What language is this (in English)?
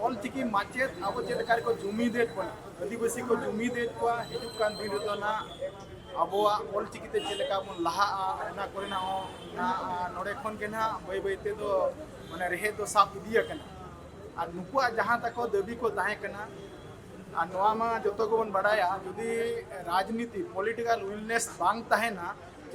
Santali